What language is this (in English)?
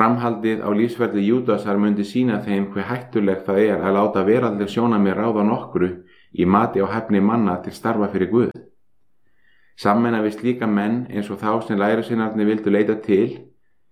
Icelandic